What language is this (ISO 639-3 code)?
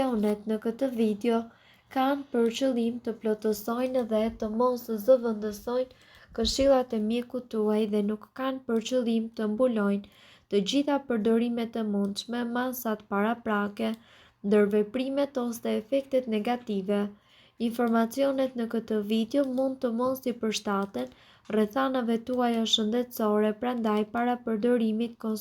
sqi